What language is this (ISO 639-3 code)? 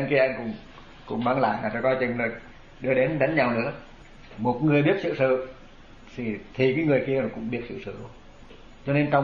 vie